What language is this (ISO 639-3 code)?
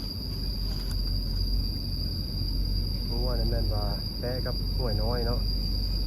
lao